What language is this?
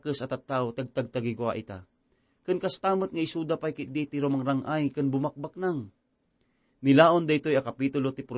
Iloko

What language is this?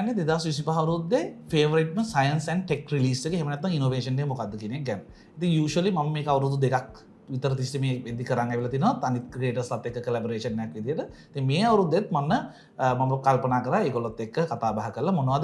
Sinhala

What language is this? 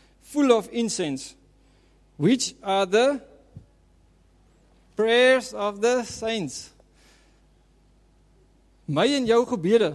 Afrikaans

